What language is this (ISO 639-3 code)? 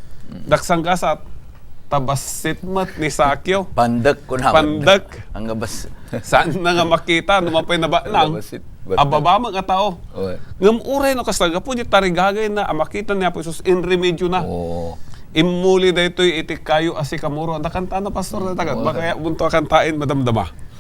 ilo